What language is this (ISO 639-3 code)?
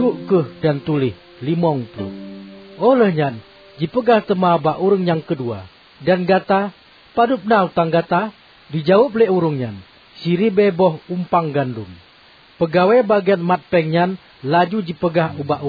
ace